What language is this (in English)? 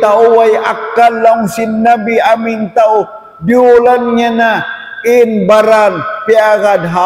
Tausug